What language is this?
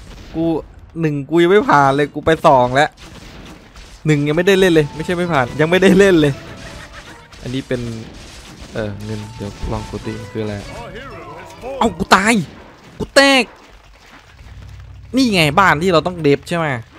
Thai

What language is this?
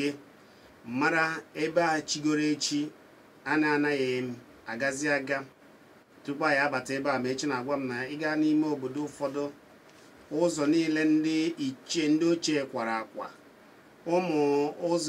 Igbo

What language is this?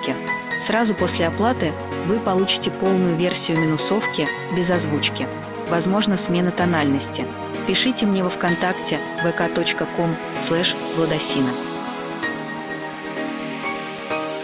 Russian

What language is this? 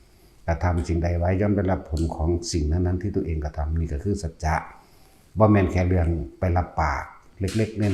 Lao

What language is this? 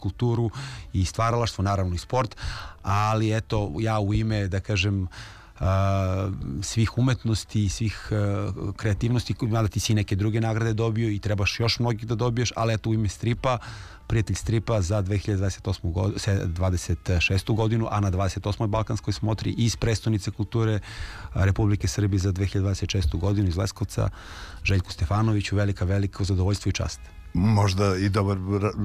Serbian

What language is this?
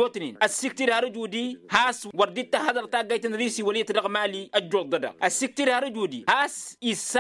Tamasheq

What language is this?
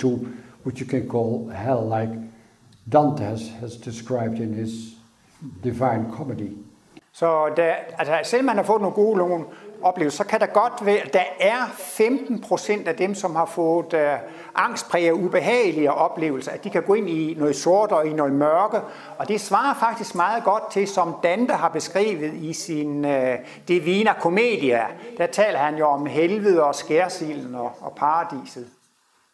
Danish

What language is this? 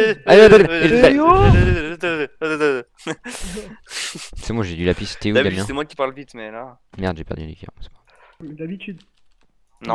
French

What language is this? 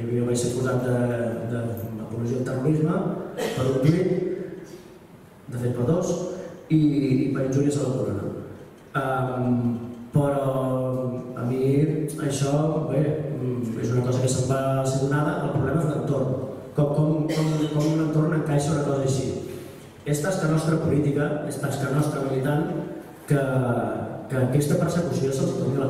Catalan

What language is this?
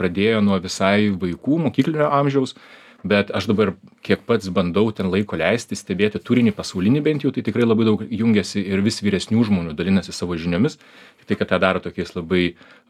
Lithuanian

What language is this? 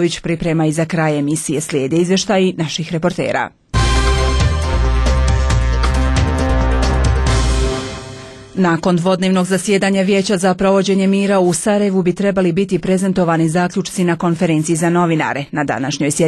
Bosnian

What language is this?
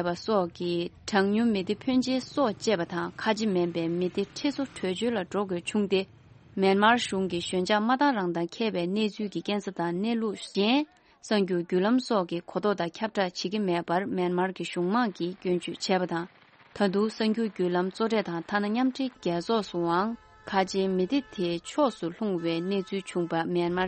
Tibetan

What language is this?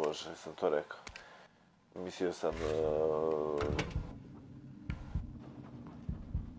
Croatian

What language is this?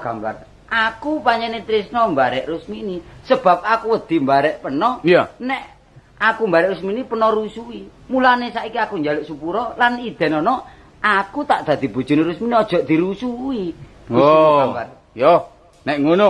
Javanese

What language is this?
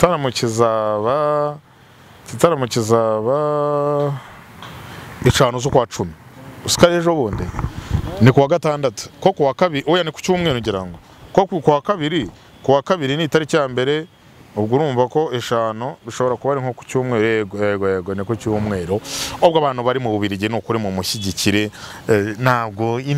Kinyarwanda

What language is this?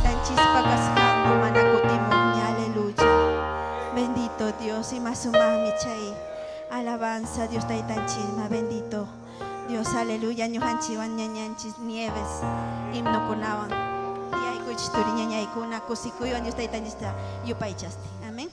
Ayacucho Quechua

